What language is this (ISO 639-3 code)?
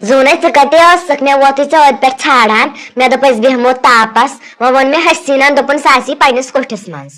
kas